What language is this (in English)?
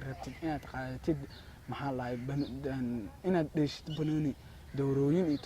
Somali